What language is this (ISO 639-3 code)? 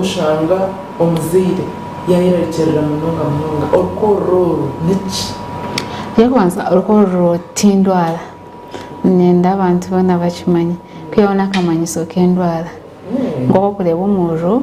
nyn